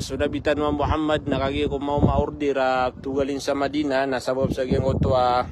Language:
Maranao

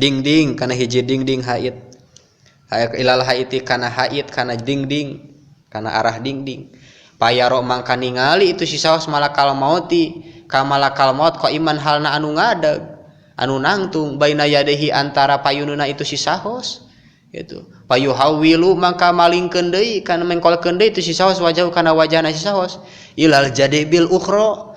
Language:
Sundanese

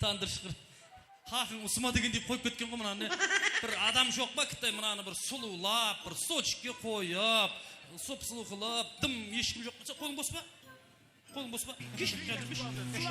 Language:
Kara-Kalpak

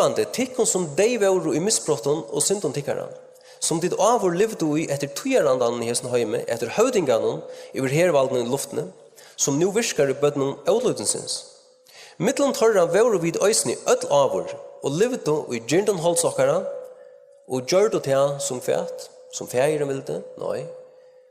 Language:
Faroese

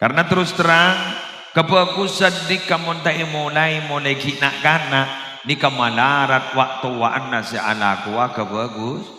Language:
Madurese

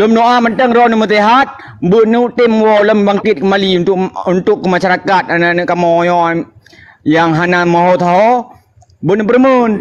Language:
Achinese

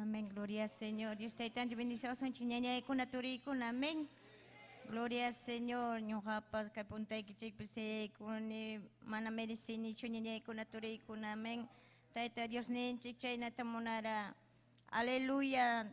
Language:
Ayacucho Quechua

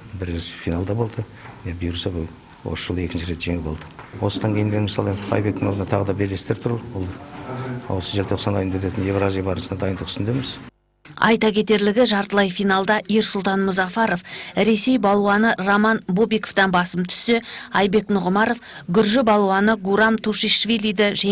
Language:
Kazakh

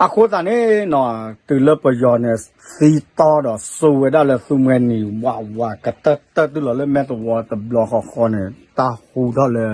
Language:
S'gaw Karen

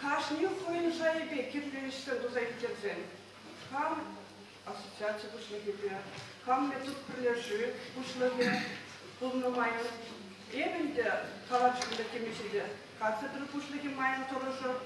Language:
Chuvash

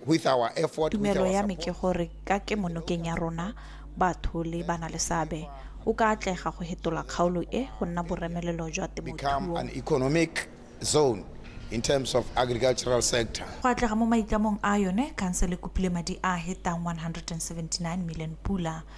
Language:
Tswana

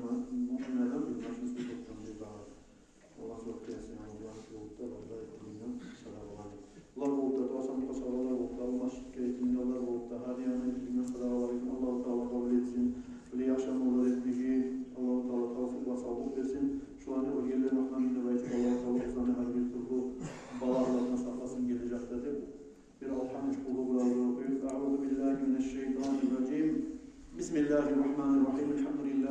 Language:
Kumyk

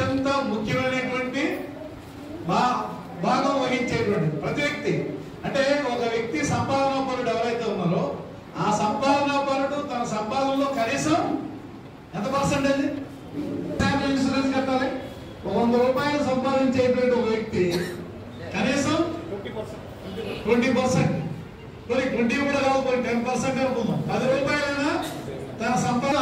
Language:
Telugu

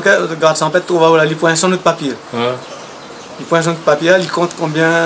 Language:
Réunion Creole French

